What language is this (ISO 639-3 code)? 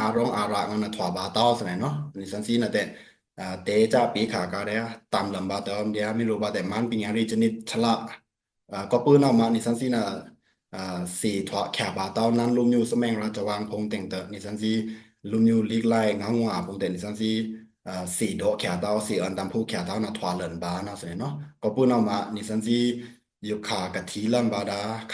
blk